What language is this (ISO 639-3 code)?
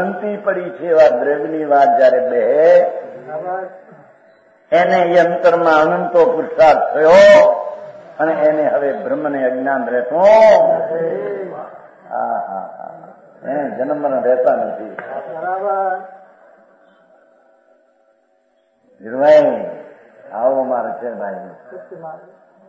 guj